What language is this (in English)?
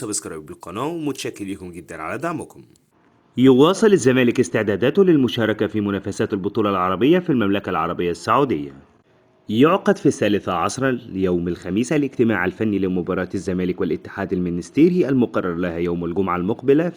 Egyptian Arabic